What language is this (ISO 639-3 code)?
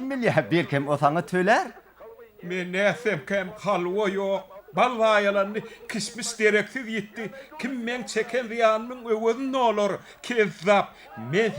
tuk